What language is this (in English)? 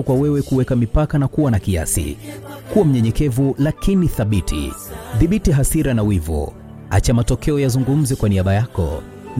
Swahili